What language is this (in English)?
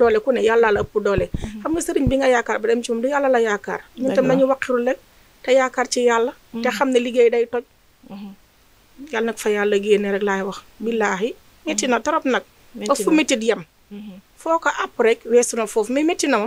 Wolof